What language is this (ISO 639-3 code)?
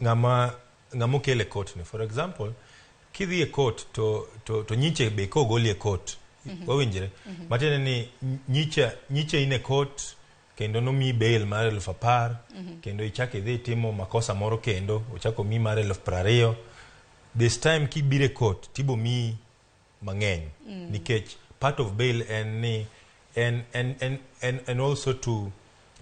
luo